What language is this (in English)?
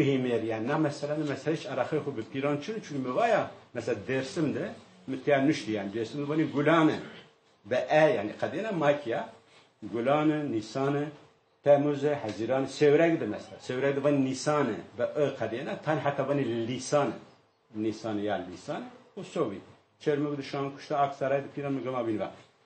Zaza